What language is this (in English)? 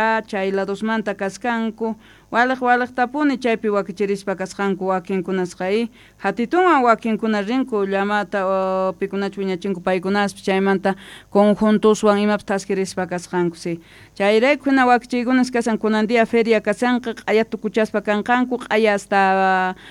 South Bolivian Quechua